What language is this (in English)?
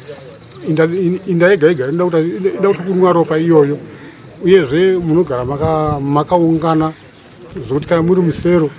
Shona